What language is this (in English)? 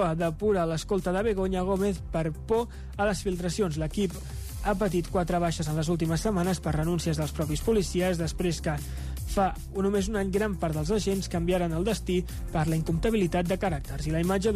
Catalan